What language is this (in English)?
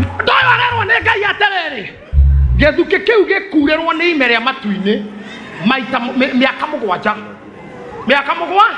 Kikuyu